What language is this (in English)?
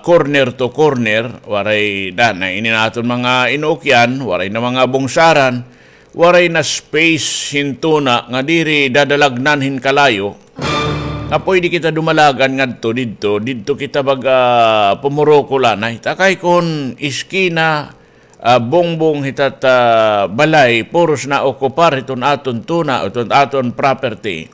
Waray